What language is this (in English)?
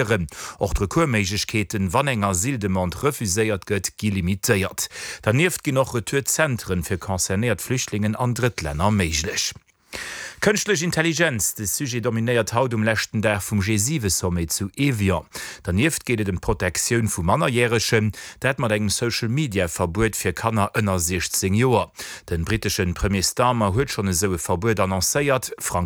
Luxembourgish